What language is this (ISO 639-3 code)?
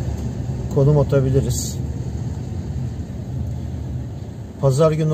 tur